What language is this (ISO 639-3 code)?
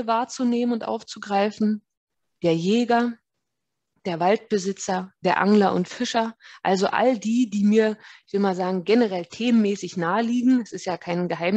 deu